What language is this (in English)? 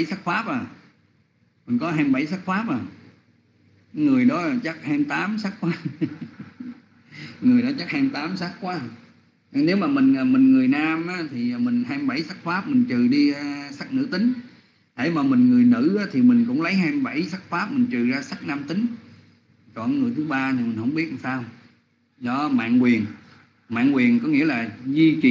Vietnamese